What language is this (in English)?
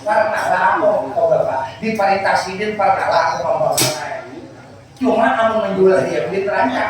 Banjar